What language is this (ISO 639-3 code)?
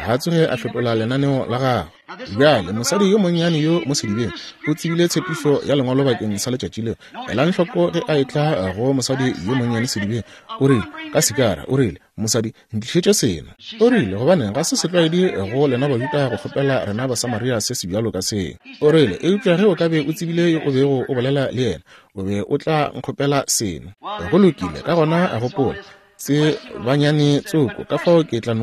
nso